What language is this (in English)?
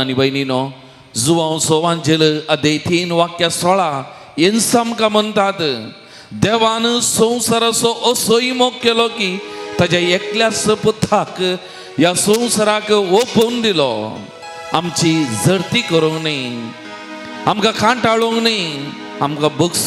Konkani